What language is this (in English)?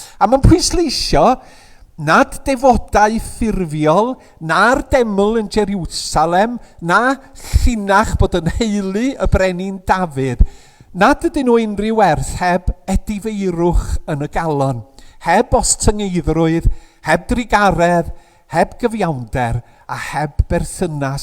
Welsh